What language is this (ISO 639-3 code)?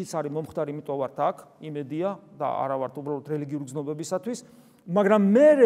kat